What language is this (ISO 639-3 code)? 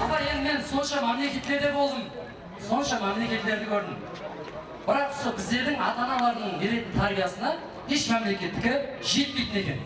kaa